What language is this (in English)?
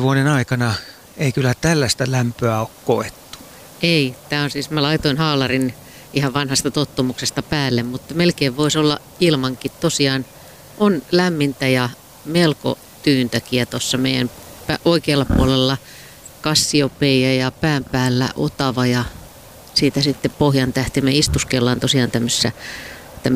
Finnish